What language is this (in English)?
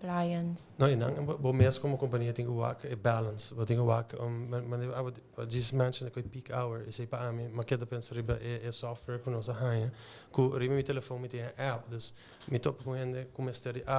Papiamento